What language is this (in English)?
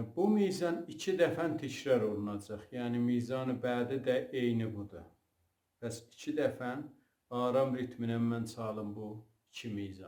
South Azerbaijani